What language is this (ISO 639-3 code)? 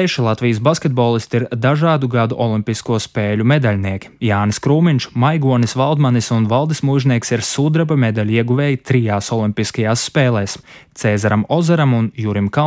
lav